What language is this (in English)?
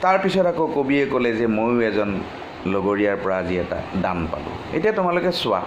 Assamese